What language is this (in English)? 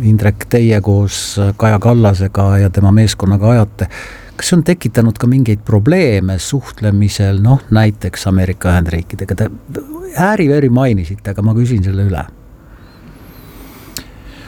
Estonian